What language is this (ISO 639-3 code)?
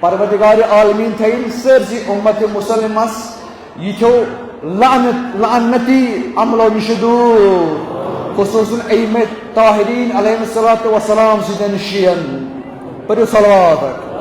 kas